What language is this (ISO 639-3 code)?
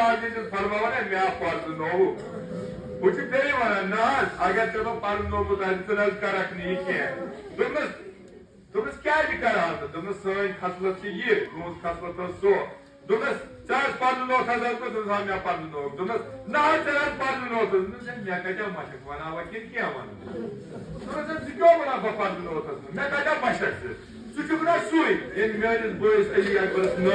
kas